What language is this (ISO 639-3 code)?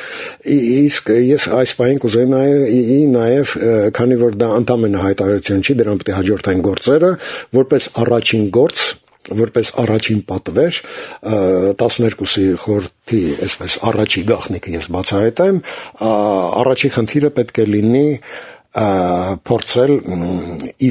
hye